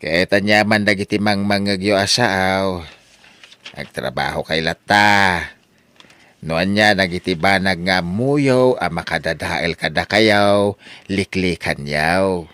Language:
Iloko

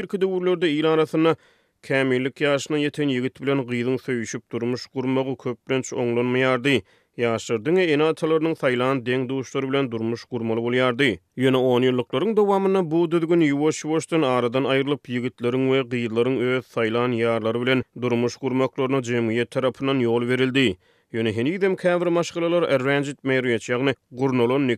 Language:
Turkmen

